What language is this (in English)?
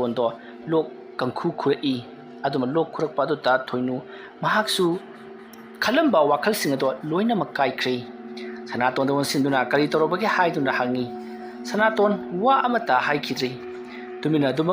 Manipuri